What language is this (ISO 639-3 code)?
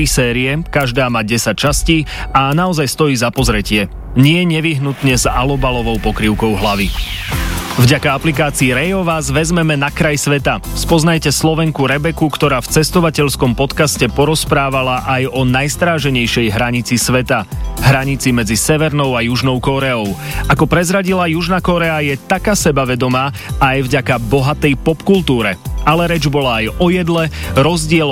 slk